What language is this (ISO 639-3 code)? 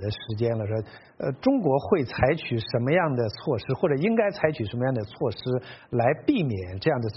zho